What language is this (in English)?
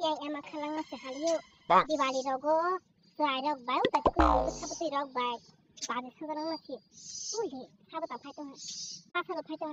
Kok Borok